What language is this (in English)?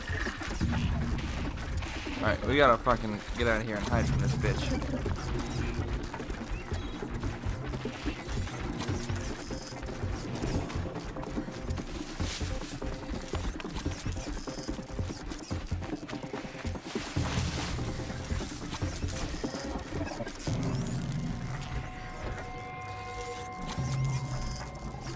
English